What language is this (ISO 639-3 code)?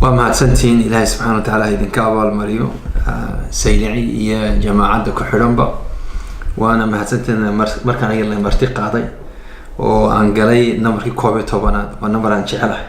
som